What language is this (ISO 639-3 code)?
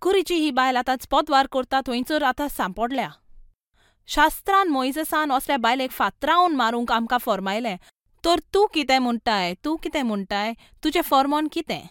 kok